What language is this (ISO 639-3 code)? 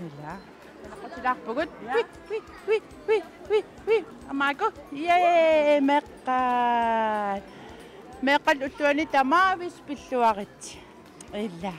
kal